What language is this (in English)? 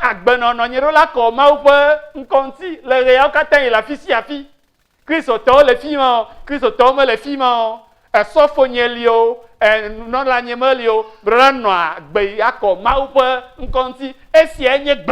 Ewe